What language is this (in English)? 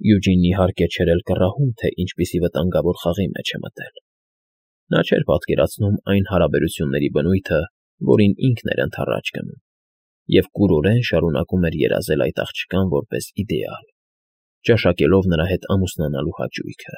Armenian